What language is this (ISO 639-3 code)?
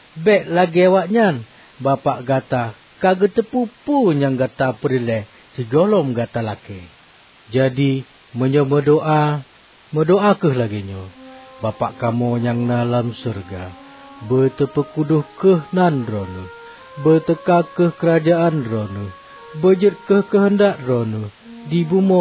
ace